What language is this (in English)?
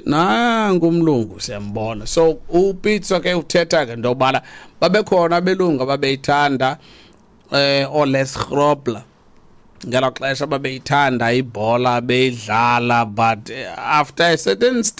Xhosa